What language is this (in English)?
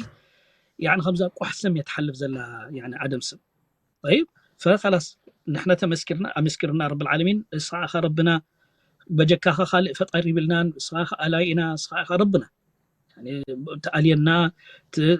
Tigrinya